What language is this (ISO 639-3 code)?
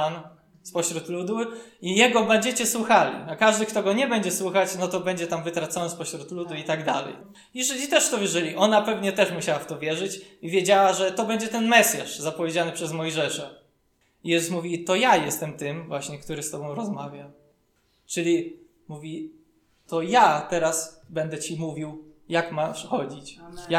pol